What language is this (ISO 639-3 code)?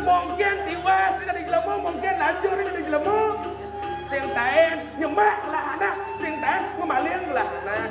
ban